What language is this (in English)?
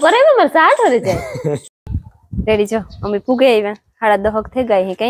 Gujarati